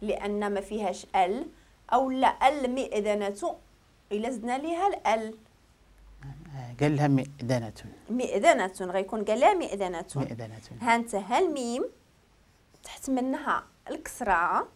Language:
Moroccan Arabic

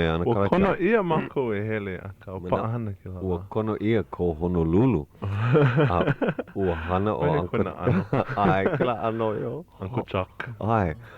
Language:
Hawaiian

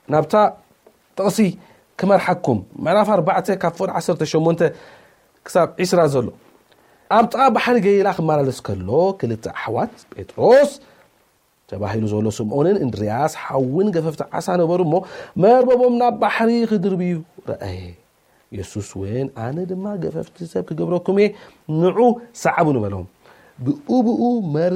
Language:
Tigrinya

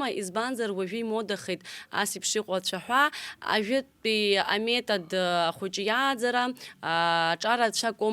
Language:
Abkhazian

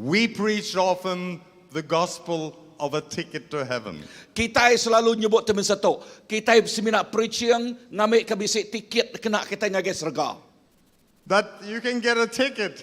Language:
Iban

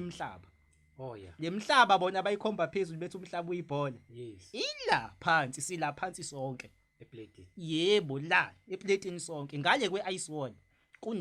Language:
Zulu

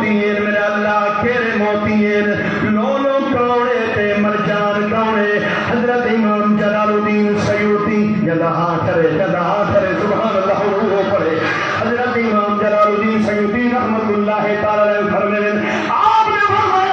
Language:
Saraiki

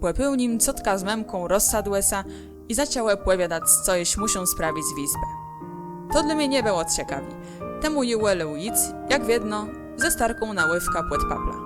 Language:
Kashubian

